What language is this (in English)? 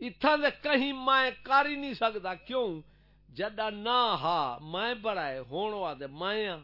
Saraiki